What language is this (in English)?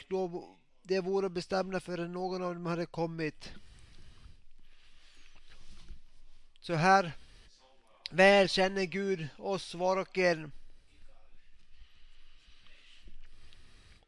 Swedish